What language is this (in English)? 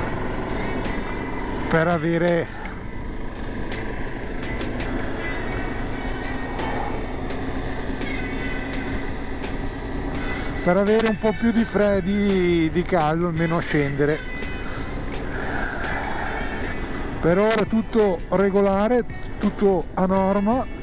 Italian